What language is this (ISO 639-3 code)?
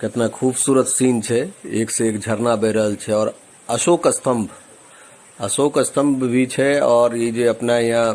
mai